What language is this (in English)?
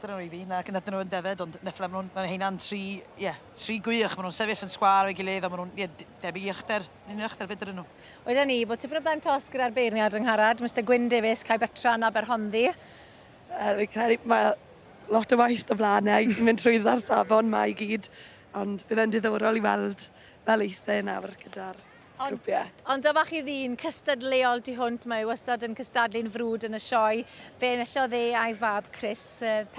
Welsh